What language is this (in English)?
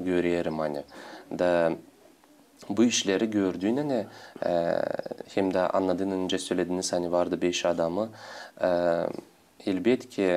Gagauz